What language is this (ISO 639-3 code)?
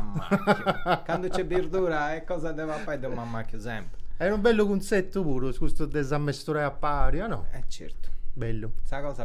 srd